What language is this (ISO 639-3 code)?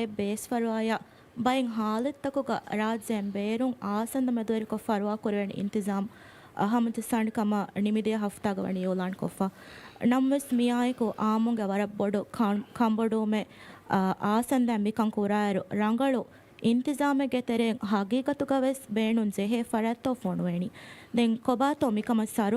div